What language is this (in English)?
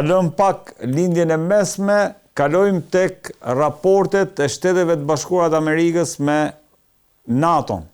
Albanian